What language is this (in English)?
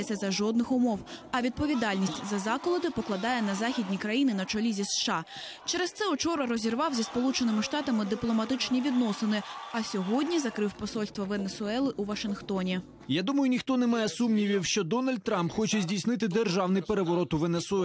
Ukrainian